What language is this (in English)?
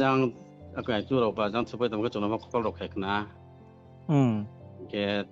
Riang (India)